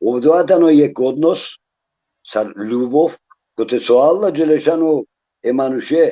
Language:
Balkan Romani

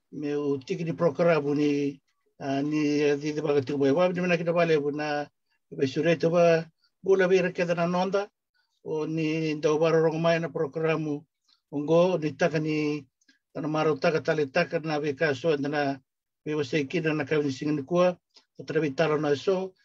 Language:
Fijian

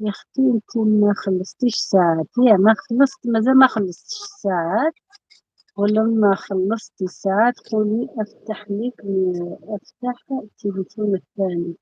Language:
Algerian Arabic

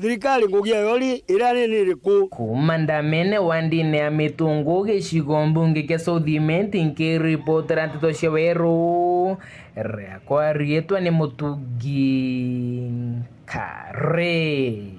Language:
Meru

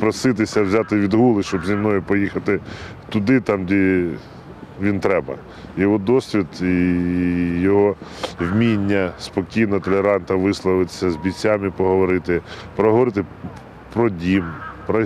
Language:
Ukrainian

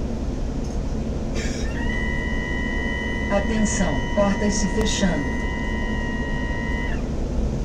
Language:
Portuguese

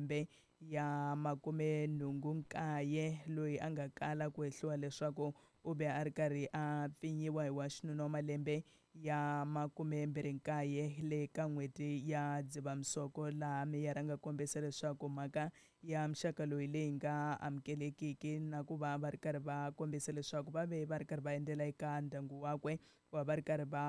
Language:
Tsonga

